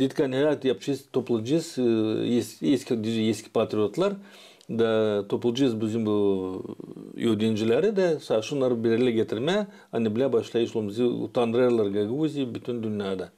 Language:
Gagauz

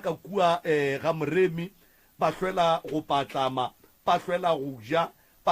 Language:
Northern Sotho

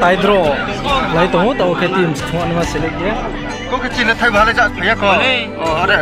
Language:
Riang (India)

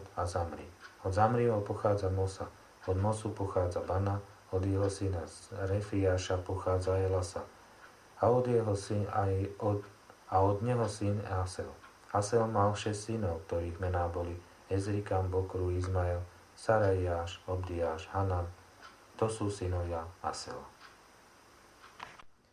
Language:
Slovak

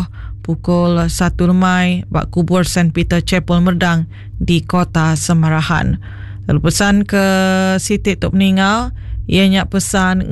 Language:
Iban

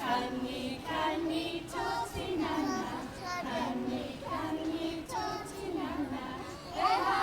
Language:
Māori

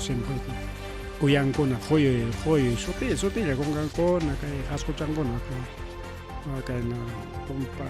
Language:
Ayacucho Quechua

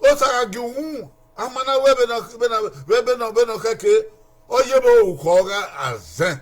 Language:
Bini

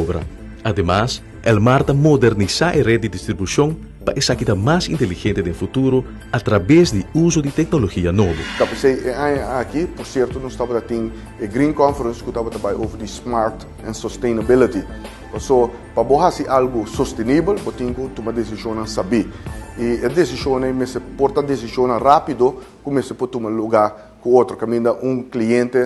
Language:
Papiamento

